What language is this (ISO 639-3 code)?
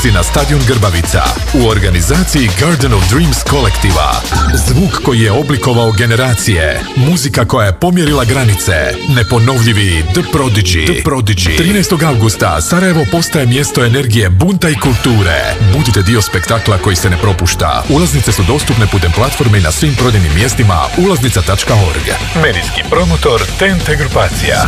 bos